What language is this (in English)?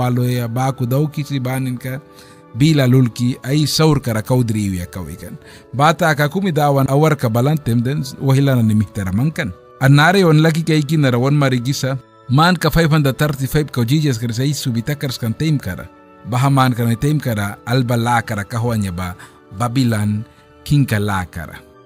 Mískito